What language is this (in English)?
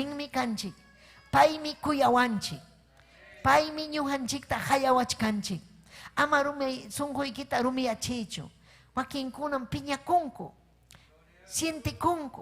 Ayacucho Quechua